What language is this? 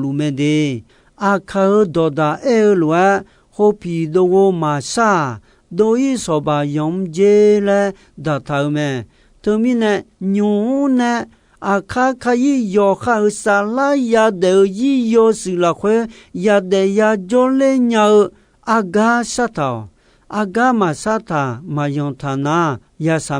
Akha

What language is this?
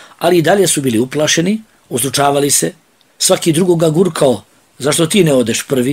Bosnian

